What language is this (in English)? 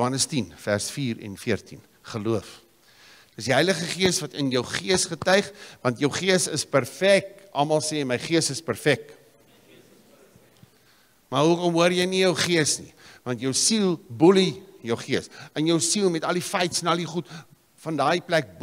Afrikaans